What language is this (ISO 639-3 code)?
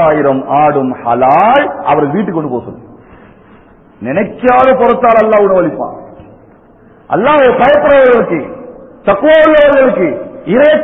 tam